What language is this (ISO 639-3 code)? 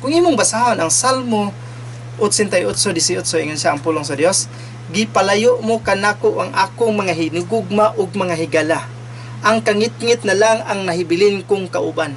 ceb